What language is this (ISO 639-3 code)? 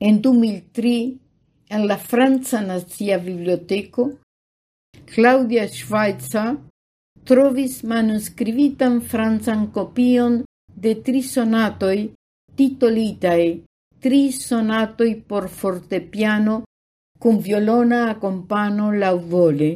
epo